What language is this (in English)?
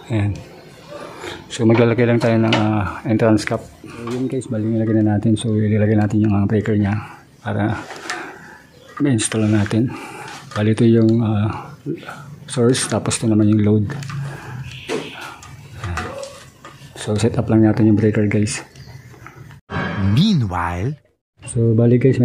Filipino